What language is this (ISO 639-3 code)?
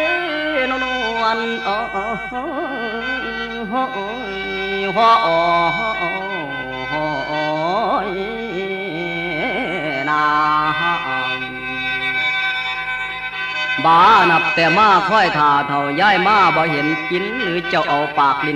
tts